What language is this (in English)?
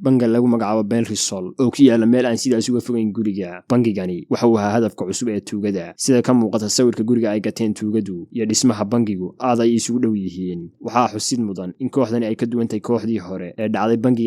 Somali